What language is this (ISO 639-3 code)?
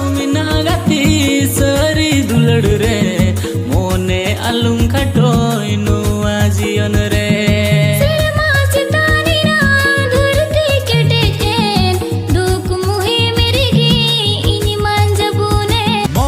sat